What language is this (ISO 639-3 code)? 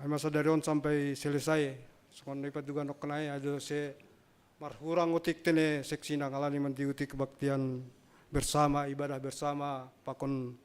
bts